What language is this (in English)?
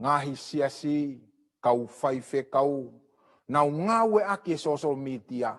Tongan